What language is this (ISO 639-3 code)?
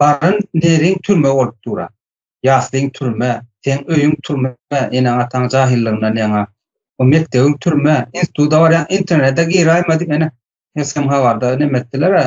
tuk